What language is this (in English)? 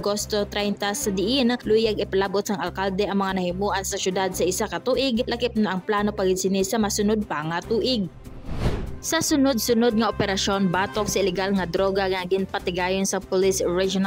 Hiligaynon